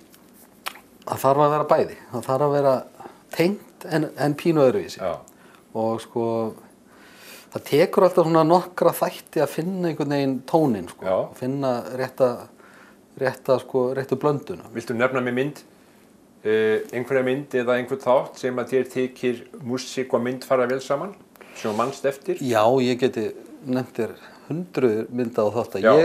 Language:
Icelandic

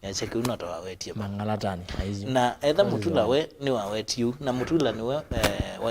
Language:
Kamba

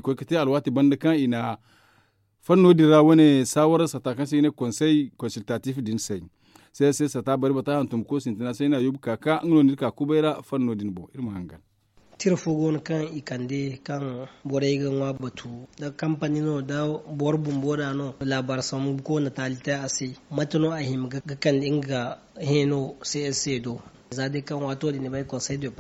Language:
Zarma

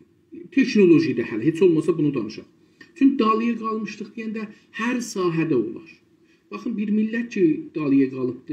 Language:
South Azerbaijani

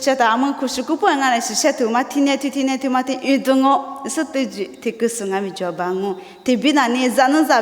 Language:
Lisu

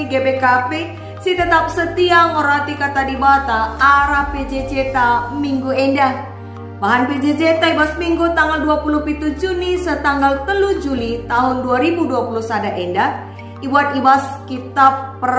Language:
Batak Karo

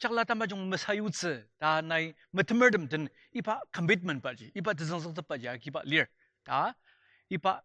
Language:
Ao Naga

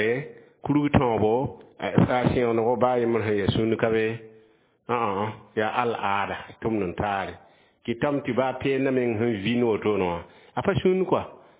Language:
Mossi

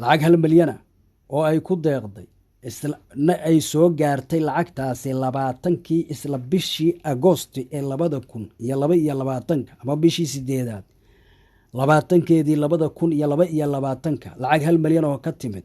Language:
Somali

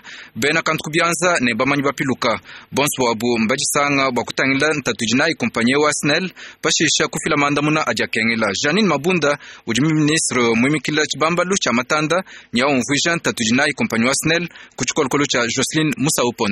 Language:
Luba-Lulua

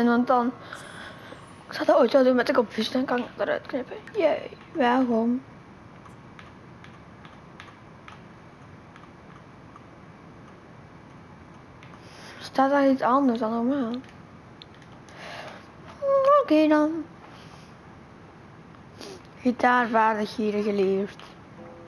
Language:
Dutch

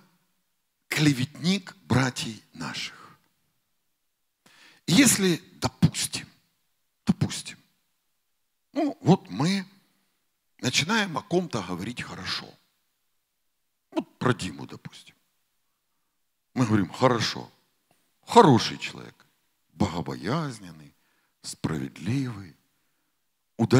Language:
Russian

